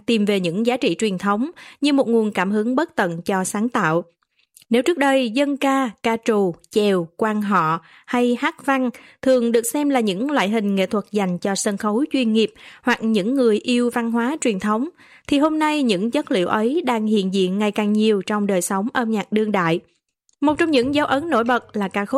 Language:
Vietnamese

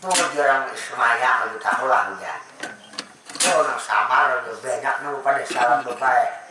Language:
Banjar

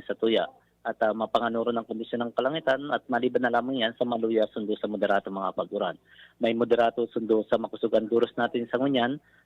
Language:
Bikol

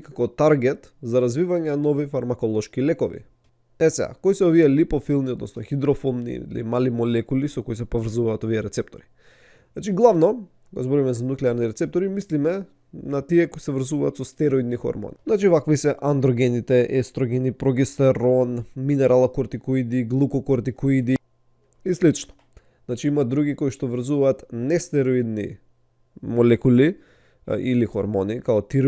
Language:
Macedonian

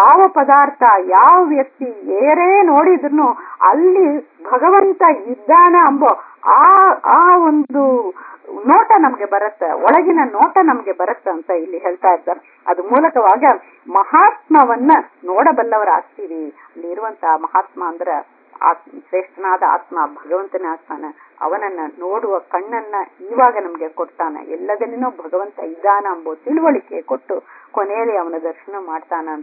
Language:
Kannada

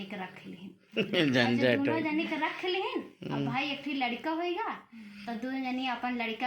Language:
Awadhi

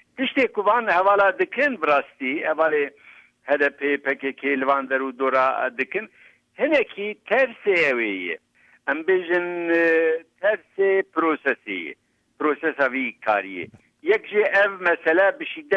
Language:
Kurdish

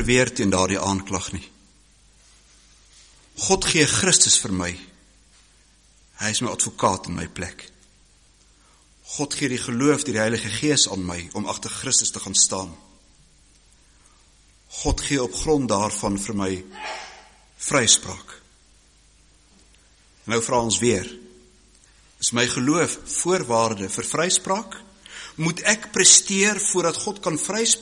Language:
Afrikaans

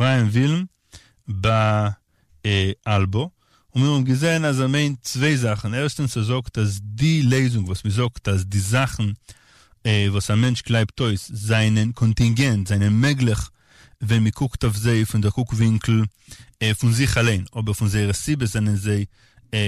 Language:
Yiddish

